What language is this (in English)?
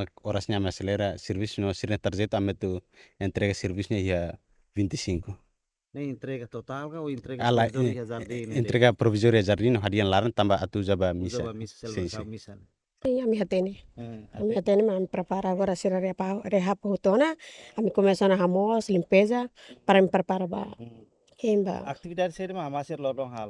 Tetum